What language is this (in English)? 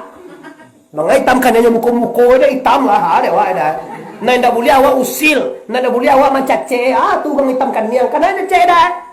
Minangkabau